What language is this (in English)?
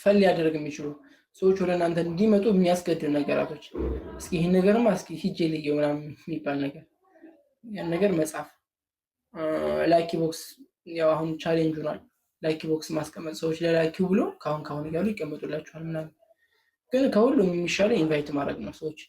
Amharic